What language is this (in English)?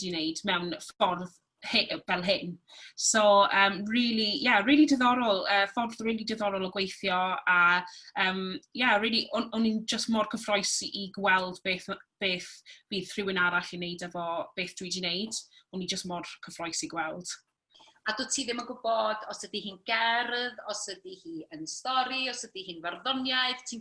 Welsh